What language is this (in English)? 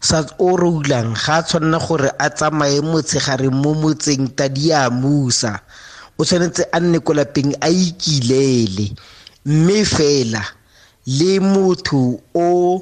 Tswana